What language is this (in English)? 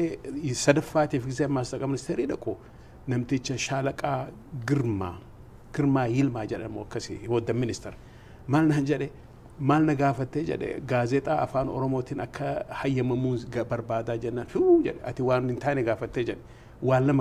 Oromo